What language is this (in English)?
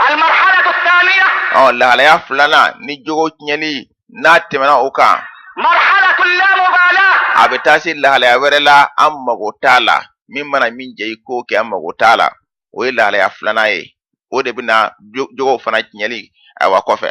Bambara